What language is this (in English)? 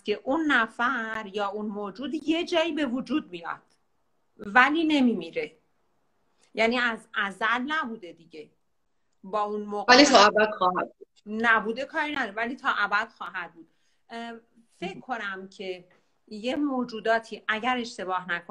Persian